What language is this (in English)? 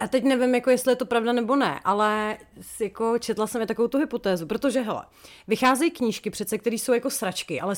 Czech